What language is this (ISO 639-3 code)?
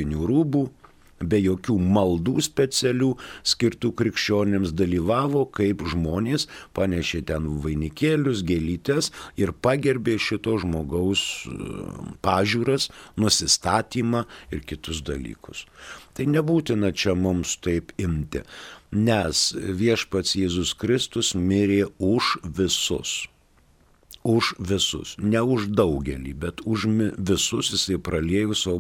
lit